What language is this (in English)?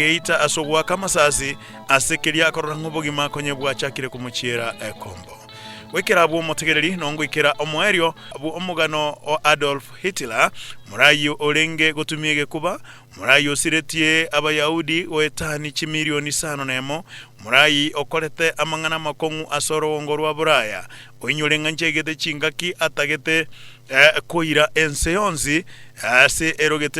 Gusii